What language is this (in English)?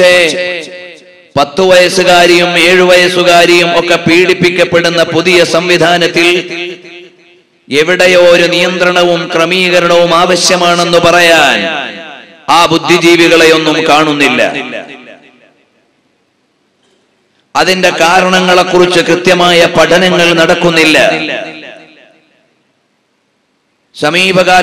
Malayalam